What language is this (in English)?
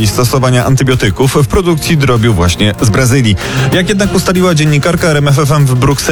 Polish